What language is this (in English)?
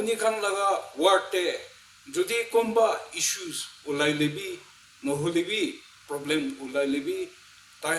Naga Pidgin